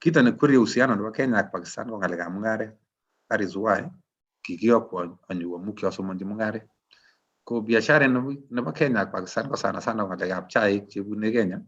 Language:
Kalenjin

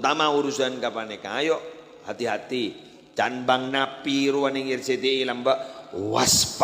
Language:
Madurese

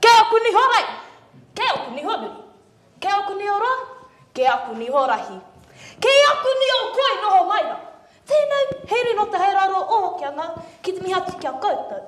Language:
Māori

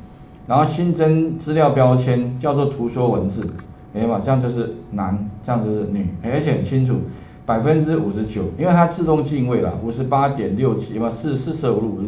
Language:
Chinese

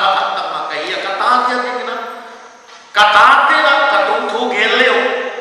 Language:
Paite Chin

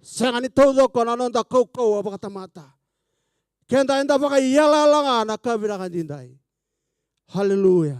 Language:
Fijian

